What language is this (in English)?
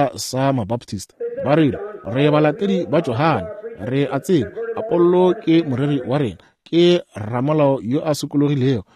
Northern Sotho